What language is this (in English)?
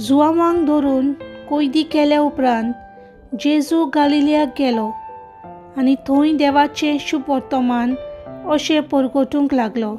Konkani